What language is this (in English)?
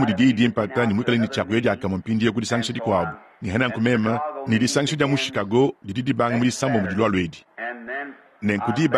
Luba-Lulua